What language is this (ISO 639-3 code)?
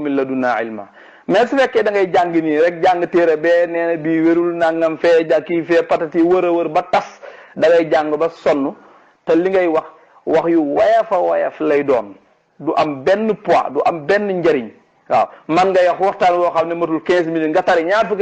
wol